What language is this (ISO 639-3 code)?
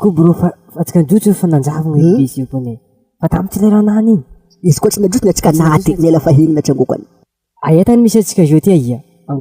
mlg